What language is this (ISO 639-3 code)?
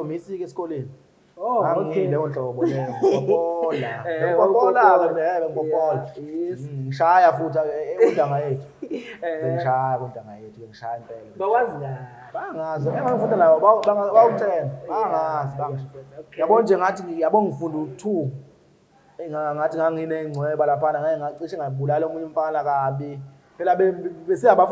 zul